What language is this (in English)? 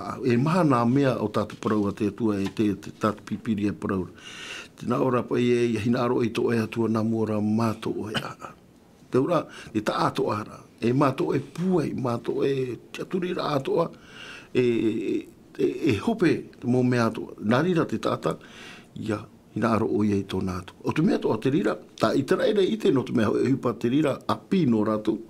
Tahitian